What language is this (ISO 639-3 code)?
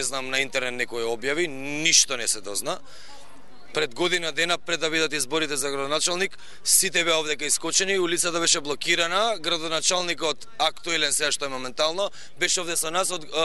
mkd